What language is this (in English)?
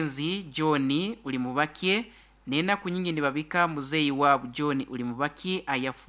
Nyoro